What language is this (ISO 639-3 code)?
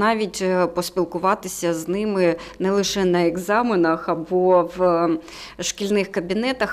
ukr